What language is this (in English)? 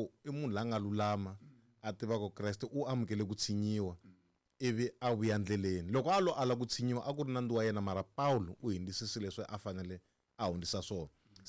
Tsonga